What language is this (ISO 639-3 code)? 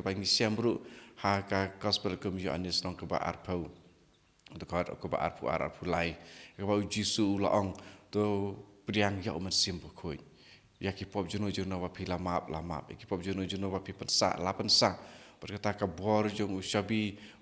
kha